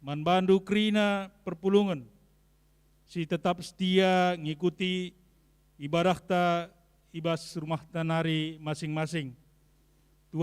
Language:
Batak Karo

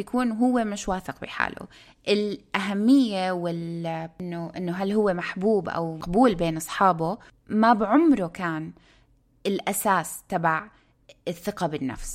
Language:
North Levantine Arabic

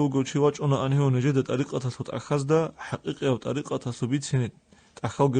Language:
Avaric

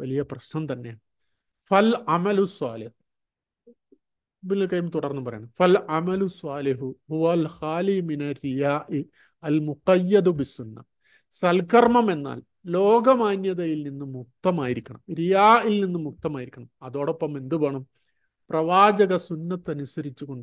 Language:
Malayalam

